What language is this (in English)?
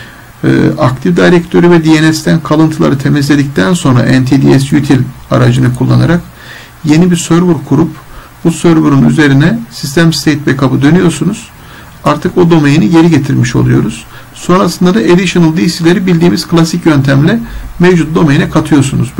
Turkish